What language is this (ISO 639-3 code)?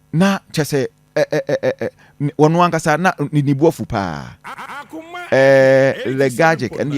aka